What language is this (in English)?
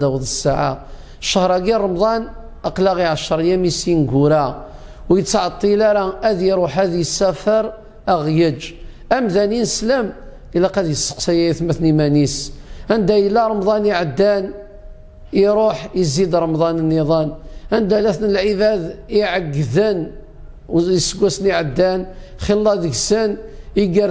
Kabyle